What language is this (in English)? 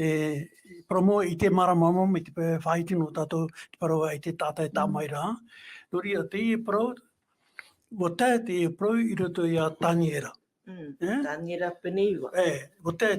Tahitian